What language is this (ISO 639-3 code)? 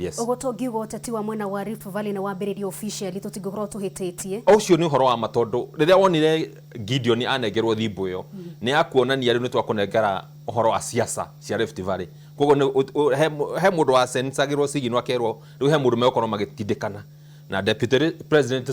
kik